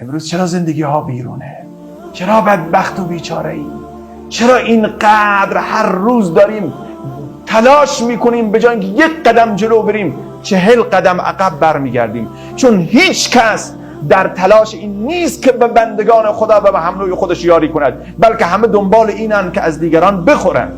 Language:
Persian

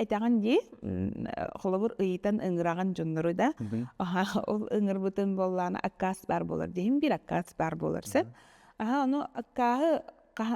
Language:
Yakut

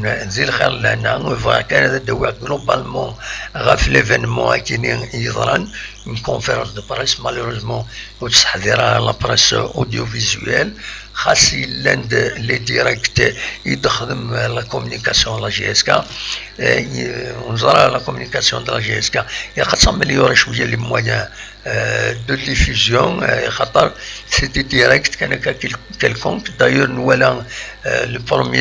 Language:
Kabyle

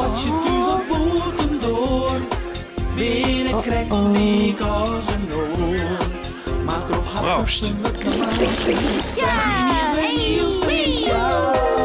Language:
Western Frisian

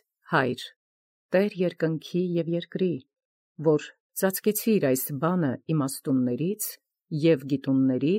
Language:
Armenian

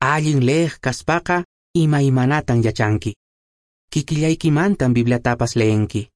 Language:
Quechua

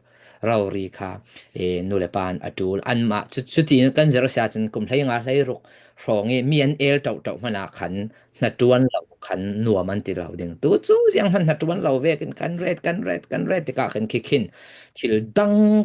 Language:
Falam Chin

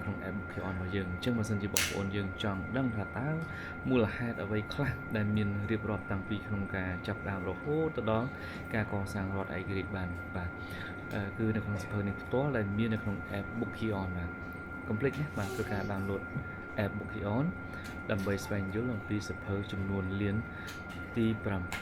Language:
Khmer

